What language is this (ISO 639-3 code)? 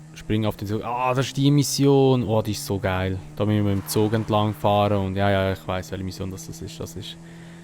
gsw